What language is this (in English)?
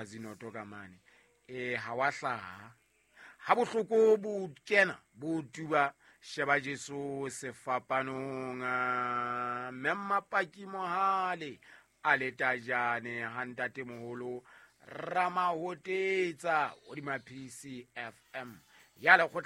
Southern Sotho